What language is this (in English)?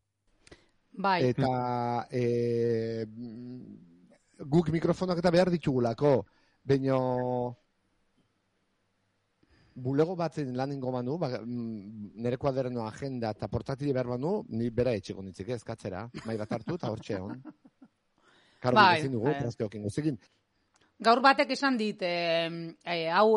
Basque